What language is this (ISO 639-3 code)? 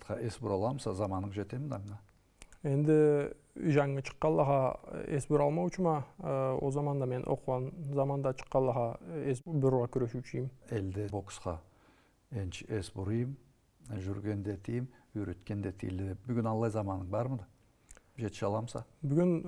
krc